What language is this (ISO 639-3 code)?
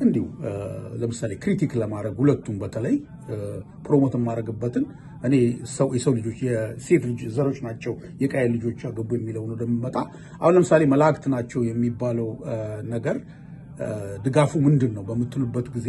amh